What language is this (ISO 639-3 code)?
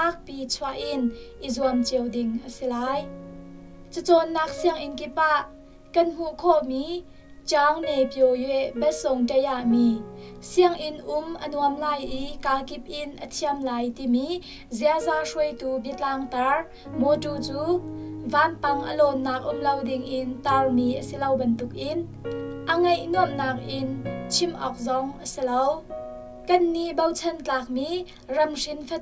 cnh